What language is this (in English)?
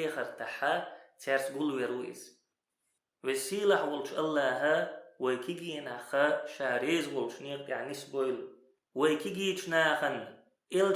Chechen